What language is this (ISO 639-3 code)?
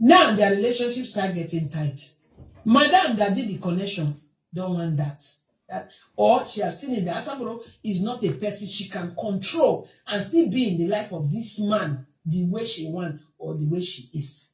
pcm